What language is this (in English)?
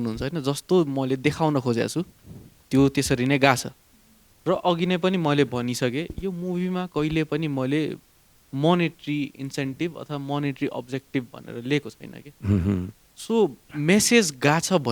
Nepali